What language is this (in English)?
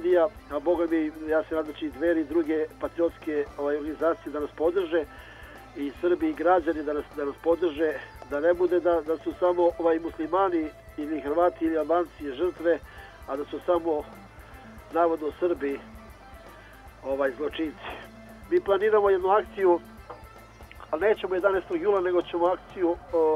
Serbian